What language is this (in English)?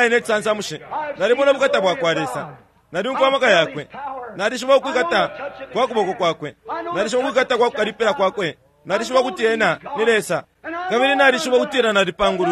Bemba